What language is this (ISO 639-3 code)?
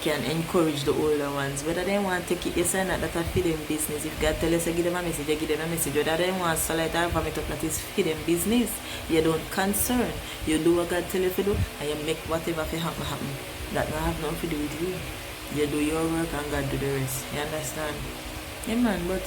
jam